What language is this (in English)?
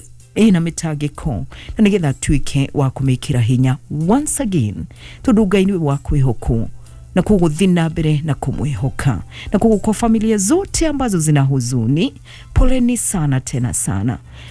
Kikuyu